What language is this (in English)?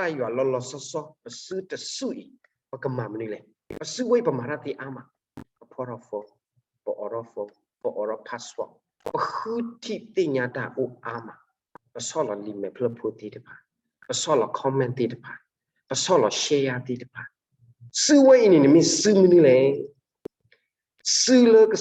S'gaw Karen